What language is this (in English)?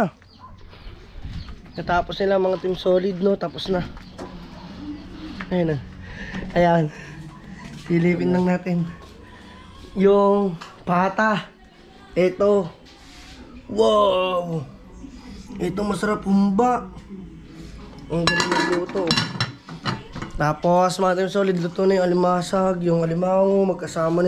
Filipino